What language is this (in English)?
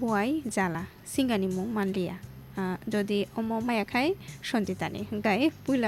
Kok Borok